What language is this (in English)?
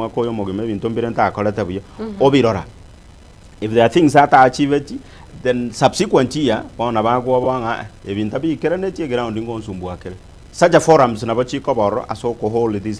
Gusii